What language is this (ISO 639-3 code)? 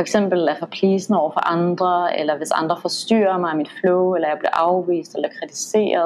dan